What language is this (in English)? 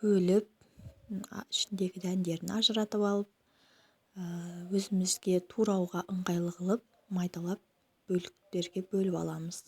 Kazakh